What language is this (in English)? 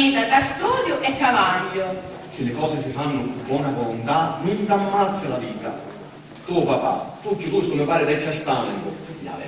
Sicilian